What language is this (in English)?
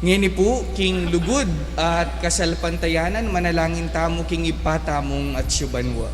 Pampanga